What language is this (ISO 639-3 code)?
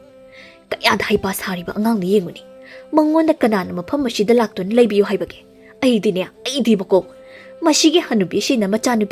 mni